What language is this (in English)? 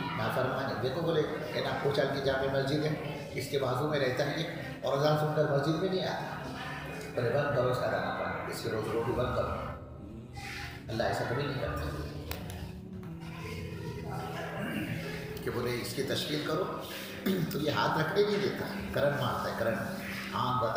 Urdu